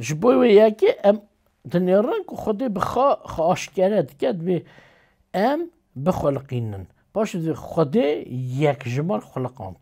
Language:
Kurdish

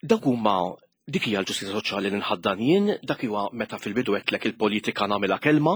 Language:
Maltese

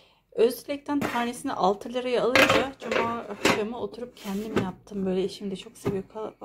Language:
Turkish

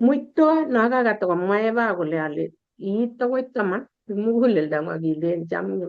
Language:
Kalenjin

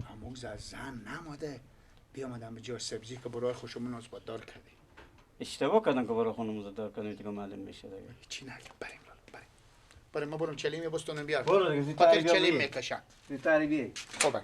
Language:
Persian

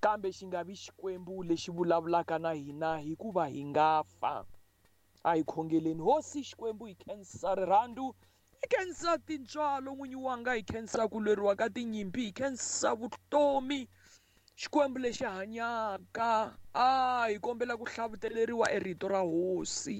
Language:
Tsonga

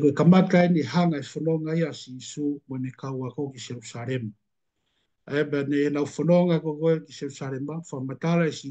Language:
Tongan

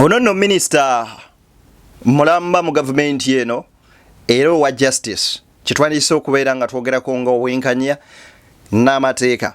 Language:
Ganda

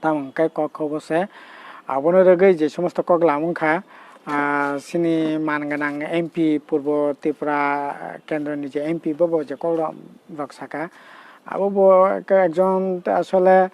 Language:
Kok Borok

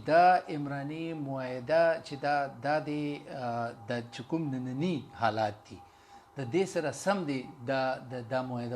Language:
Pashto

